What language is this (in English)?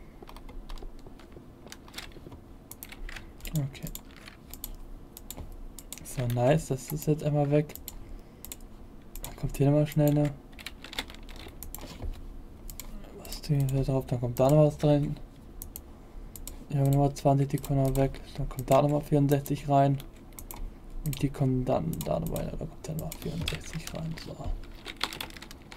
German